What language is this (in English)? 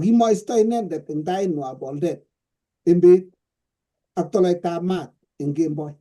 Kalenjin